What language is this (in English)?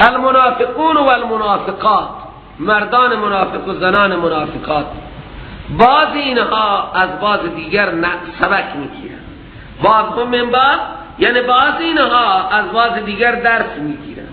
Persian